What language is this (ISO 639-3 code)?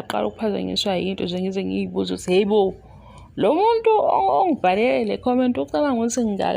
zul